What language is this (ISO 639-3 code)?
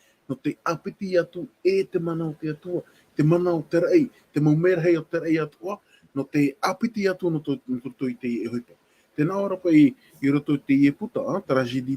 tah